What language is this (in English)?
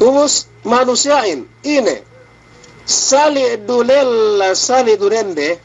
Yakan